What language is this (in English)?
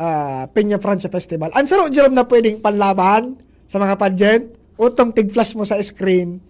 Bikol